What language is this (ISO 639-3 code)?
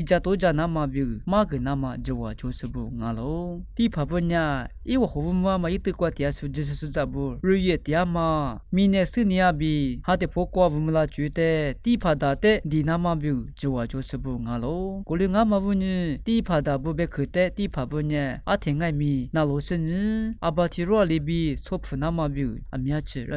lis